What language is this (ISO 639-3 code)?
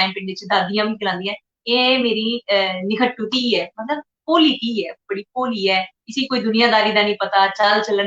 doi